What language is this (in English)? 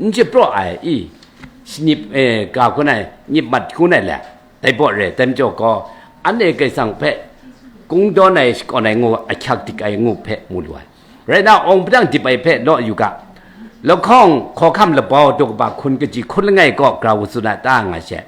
Kachin